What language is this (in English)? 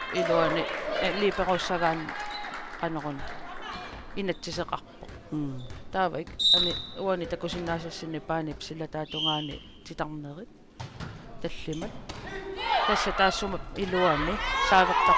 Kalaallisut